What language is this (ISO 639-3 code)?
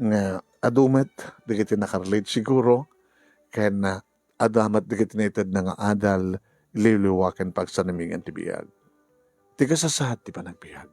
ilo